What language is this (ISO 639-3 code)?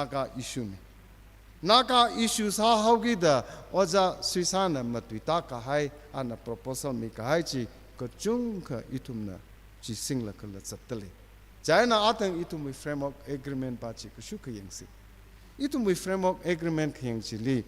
nmf